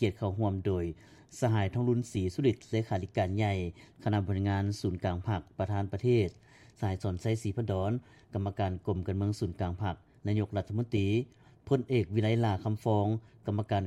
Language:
Lao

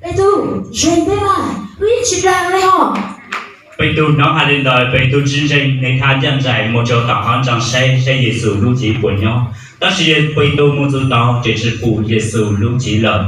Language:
Hmong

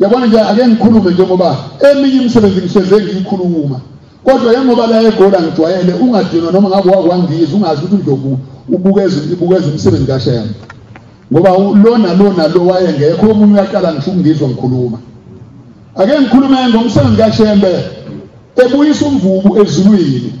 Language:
Zulu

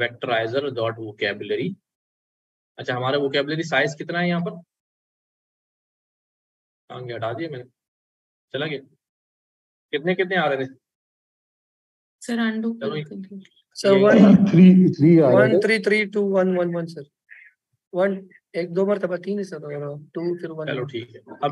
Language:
Hindi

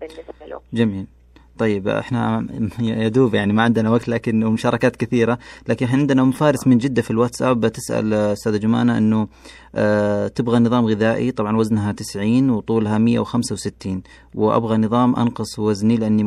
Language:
Najdi Arabic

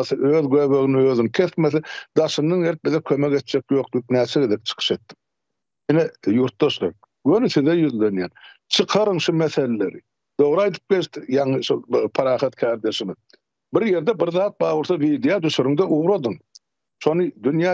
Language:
Turkmen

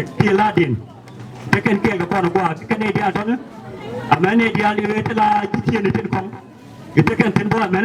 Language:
Nuer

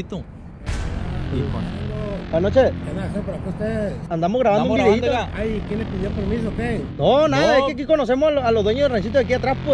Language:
Spanish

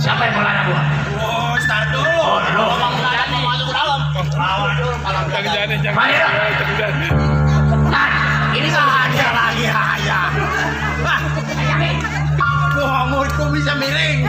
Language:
Betawi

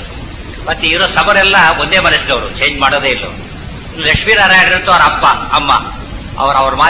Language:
Kannada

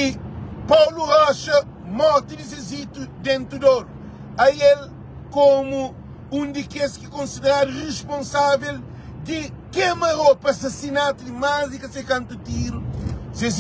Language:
Kabuverdianu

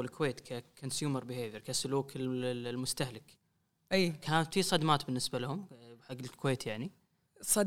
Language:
Gulf Arabic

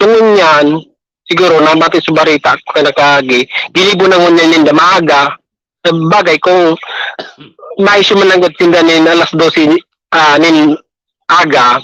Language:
Bikol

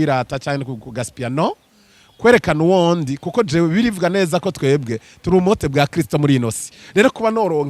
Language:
Rundi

